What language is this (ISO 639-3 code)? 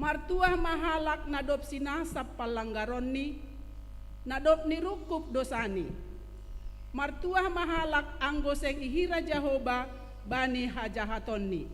bts